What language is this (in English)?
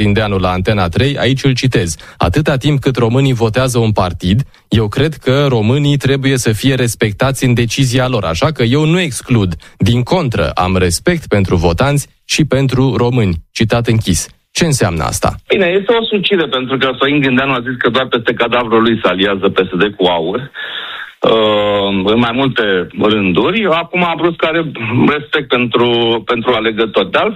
Romanian